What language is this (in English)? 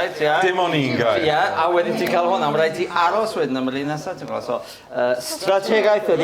Welsh